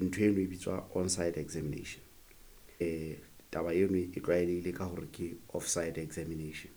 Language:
Southern Sotho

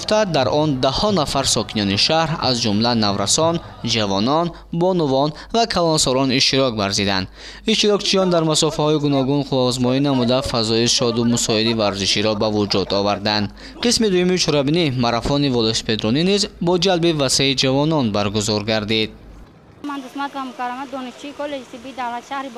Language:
Tajik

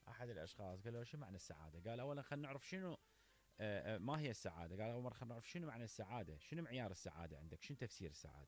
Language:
Mesopotamian Arabic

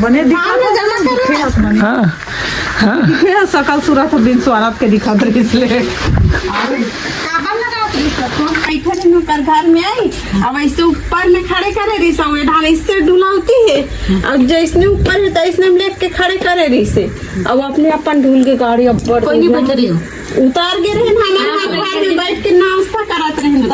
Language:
Chhattisgarhi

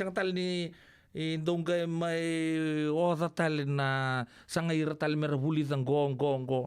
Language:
Fijian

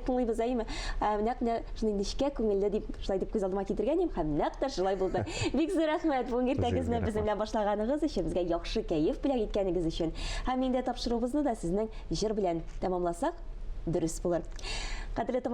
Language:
Tatar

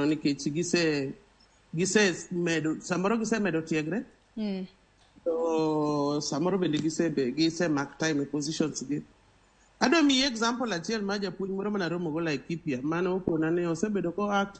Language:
Luo (Kenya and Tanzania)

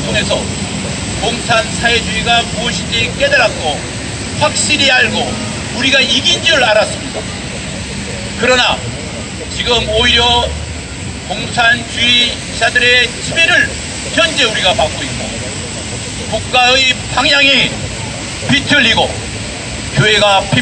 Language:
Korean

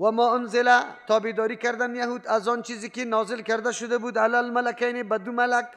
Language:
Persian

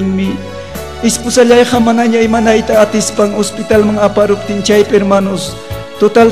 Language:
Ayacucho Quechua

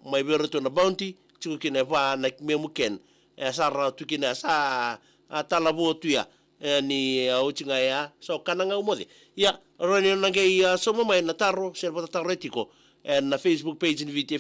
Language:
Fijian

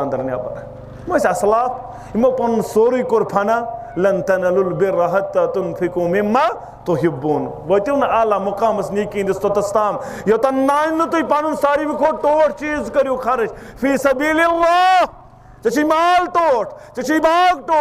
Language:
Kashmiri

